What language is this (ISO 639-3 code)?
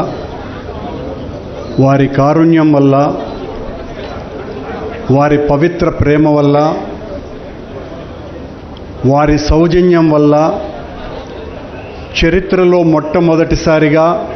tel